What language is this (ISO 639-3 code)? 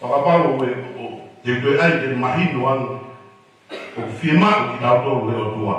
ton